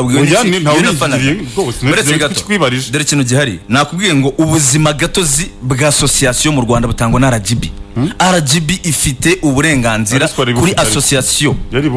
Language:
Kinyarwanda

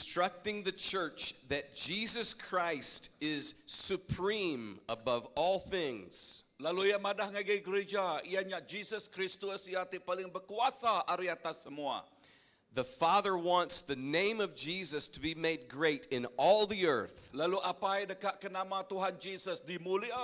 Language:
Iban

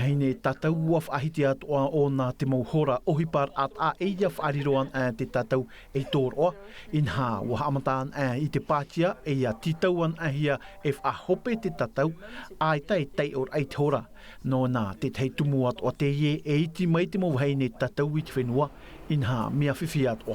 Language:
Tahitian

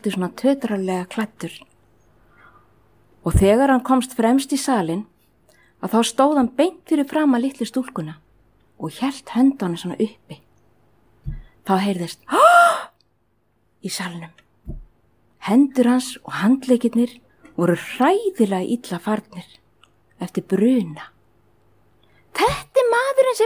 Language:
Icelandic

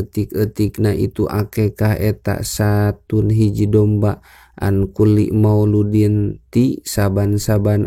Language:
Sundanese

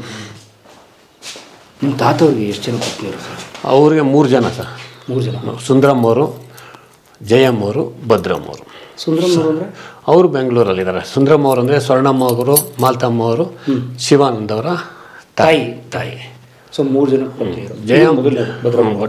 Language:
Kannada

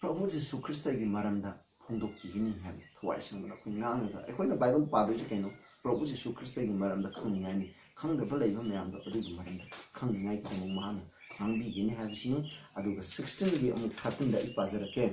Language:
Manipuri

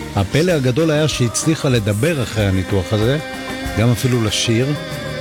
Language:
Hebrew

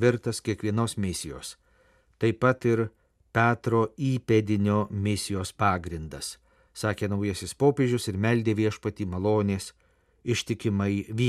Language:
Lithuanian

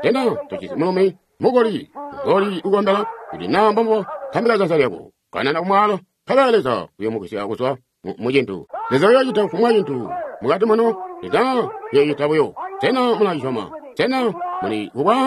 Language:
Tonga (Zambia)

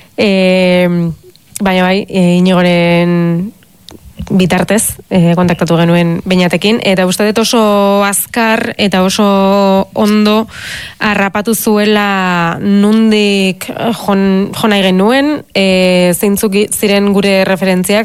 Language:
Basque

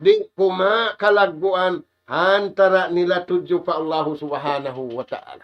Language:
Tausug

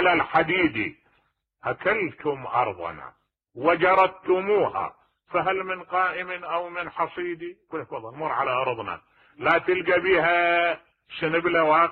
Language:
Mesopotamian Arabic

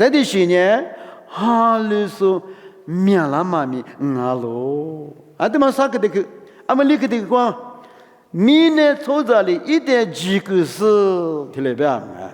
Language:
Lisu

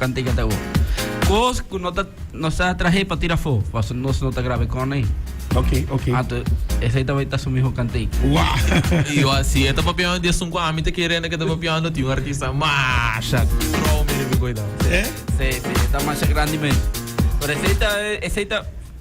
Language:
Papiamento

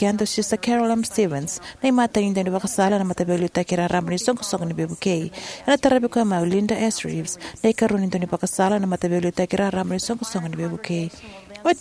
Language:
Fijian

